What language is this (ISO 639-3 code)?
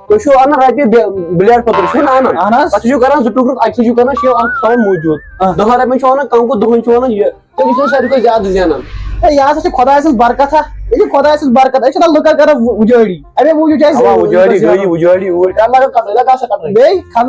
kas